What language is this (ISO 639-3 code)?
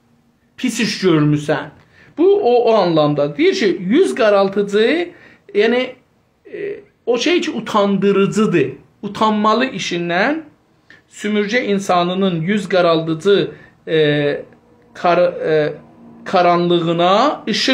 azb